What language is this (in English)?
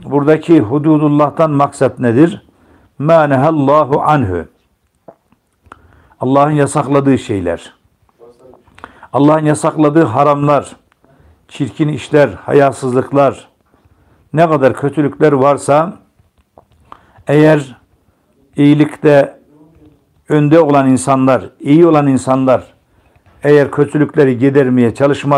Turkish